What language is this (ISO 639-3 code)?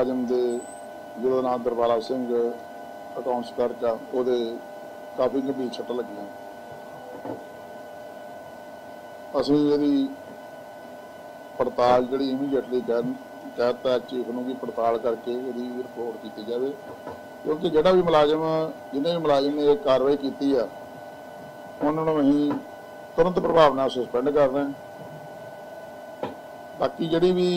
pan